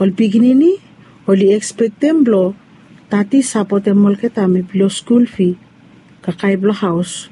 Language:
Bislama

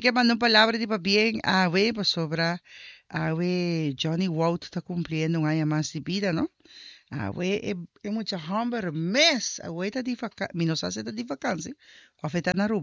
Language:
Papiamento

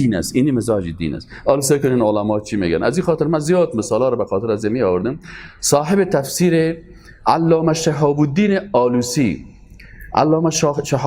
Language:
Persian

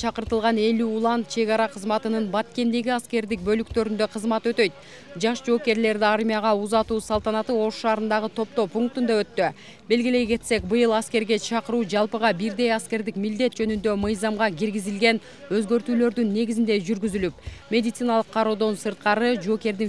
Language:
Kyrgyz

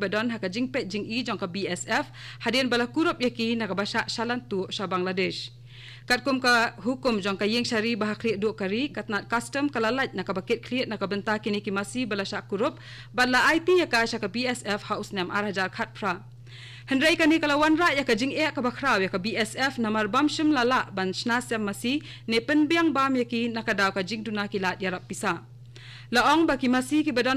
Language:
Khasi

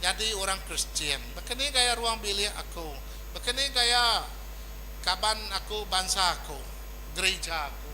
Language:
Iban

